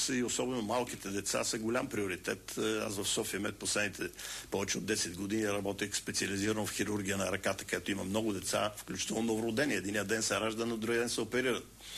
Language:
Bulgarian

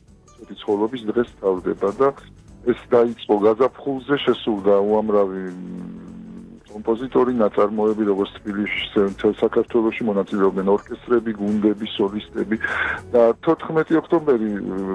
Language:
Georgian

